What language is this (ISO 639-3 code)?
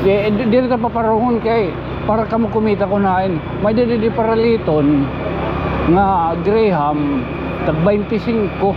war